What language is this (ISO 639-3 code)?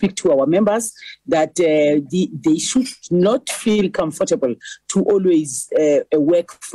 zul